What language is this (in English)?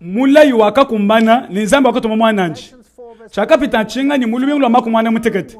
Luba-Lulua